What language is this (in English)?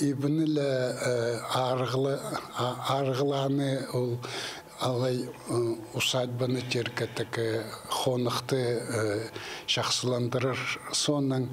Khakas